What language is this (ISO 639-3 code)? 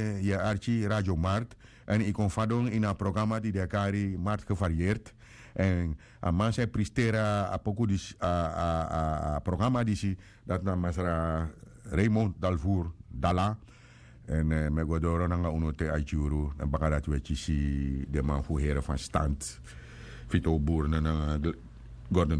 srn